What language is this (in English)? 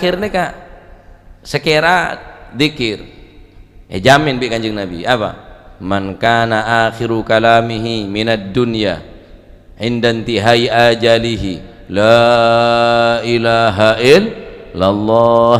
Madurese